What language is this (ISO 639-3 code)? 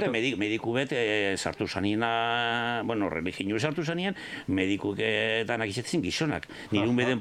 eus